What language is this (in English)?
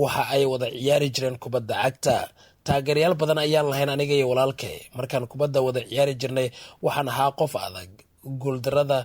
Somali